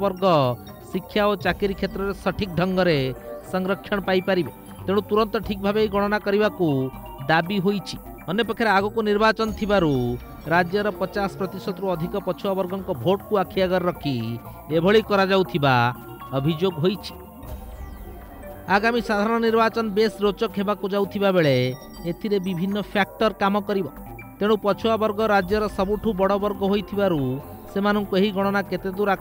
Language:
Odia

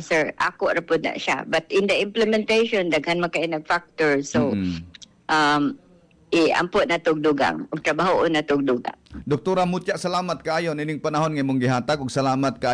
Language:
Cebuano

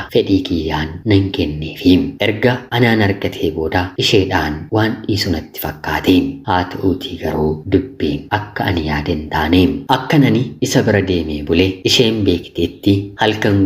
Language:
Oromo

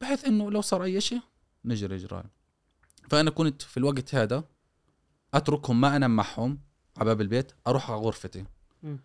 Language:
Gulf Arabic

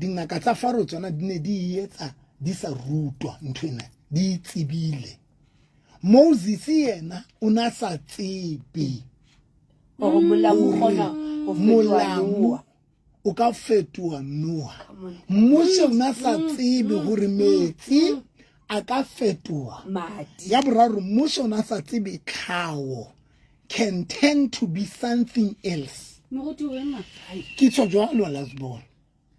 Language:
Southern Sotho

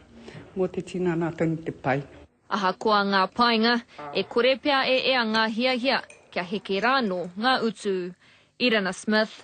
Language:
Māori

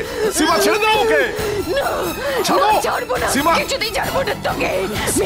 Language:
Bangla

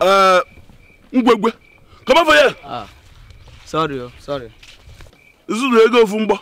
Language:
Nigerian Pidgin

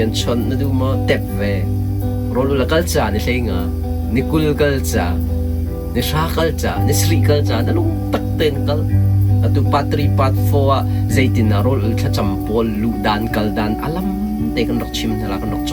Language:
Hakha Chin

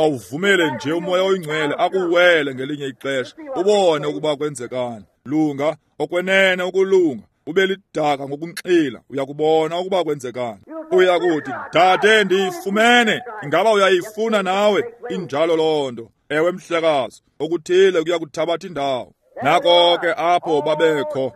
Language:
Xhosa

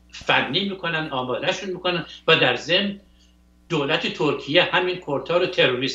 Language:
Persian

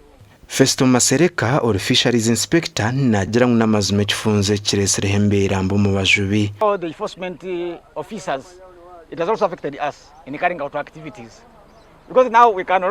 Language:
Nyankole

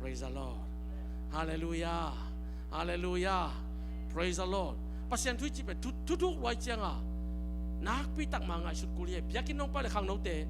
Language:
Tedim Chin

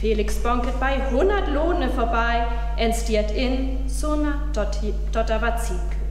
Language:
Northern Frisian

